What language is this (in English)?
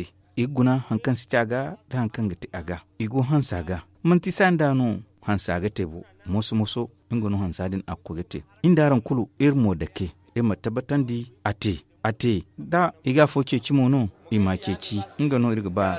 Zarma